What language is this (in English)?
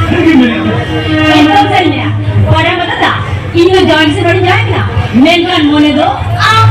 Santali